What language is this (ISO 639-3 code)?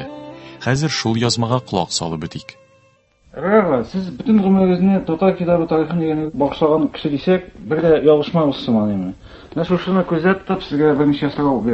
tat